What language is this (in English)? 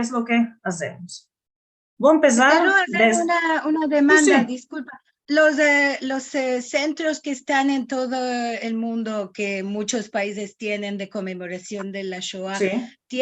Ladino